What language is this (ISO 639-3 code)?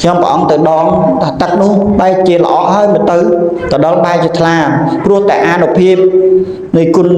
khm